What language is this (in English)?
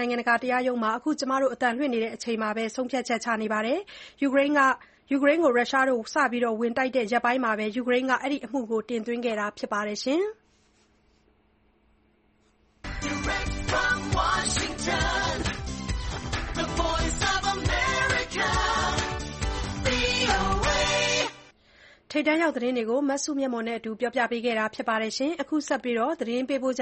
Burmese